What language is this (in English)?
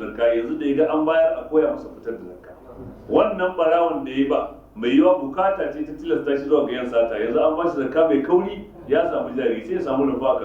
Hausa